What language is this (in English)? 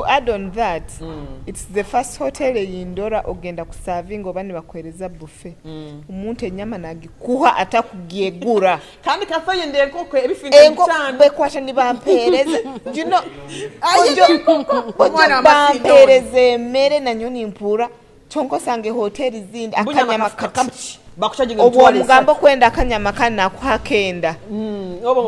Nyoro